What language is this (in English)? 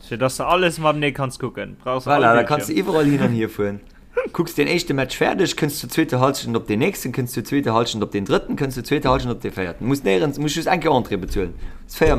Luxembourgish